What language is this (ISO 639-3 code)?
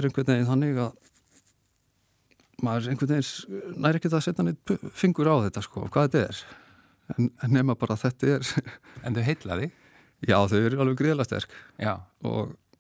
isl